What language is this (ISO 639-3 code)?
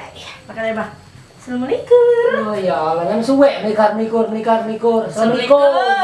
mui